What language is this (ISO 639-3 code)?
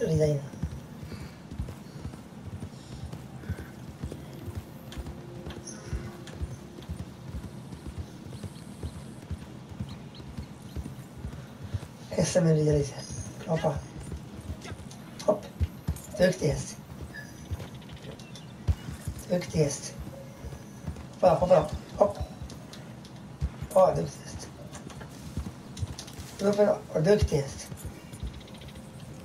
swe